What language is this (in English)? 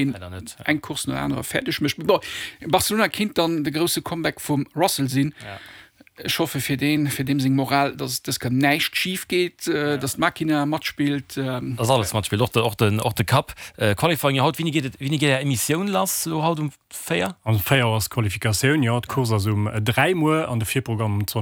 Luxembourgish